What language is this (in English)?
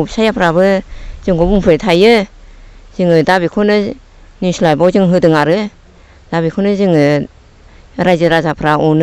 Bodo